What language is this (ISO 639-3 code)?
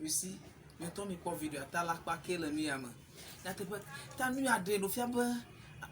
ewe